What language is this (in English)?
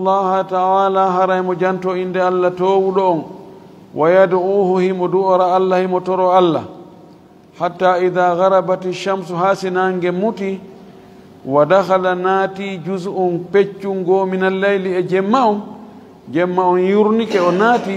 Fula